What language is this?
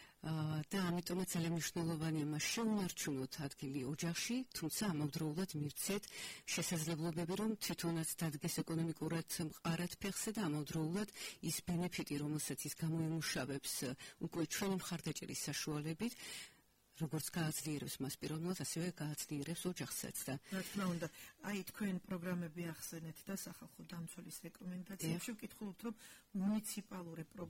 Georgian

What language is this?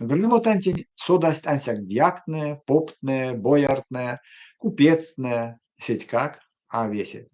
Erzya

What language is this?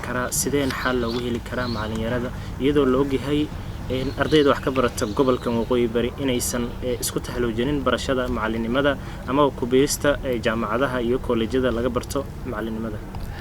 Somali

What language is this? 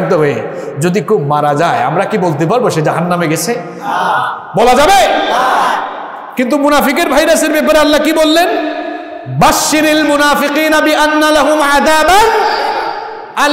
Bangla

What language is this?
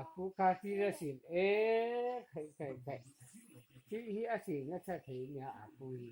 Mizo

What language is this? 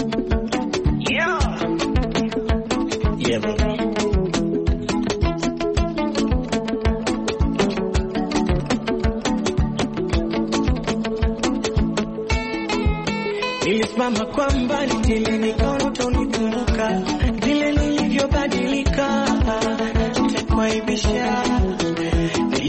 Swahili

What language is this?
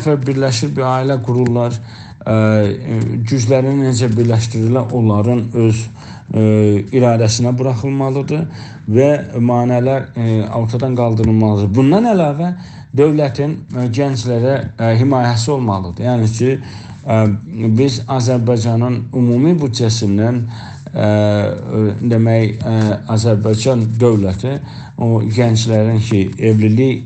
South Azerbaijani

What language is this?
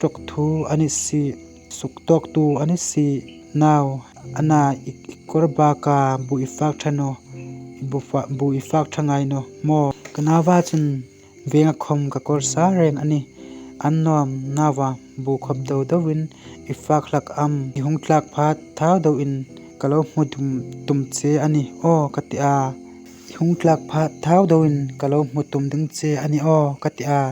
Hmar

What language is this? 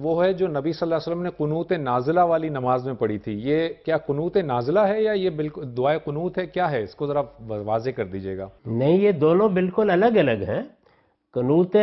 Urdu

